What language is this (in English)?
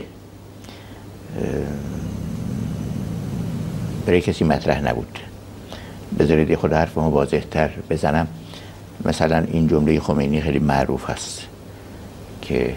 Persian